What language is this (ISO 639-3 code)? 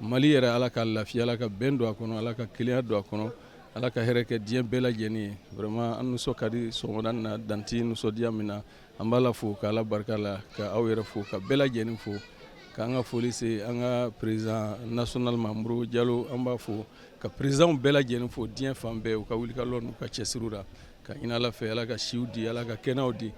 bam